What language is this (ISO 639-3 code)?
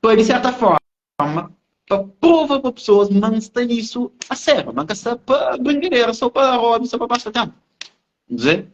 kea